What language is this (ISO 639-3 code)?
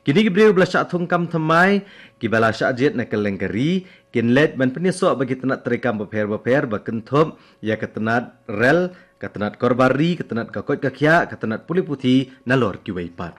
kha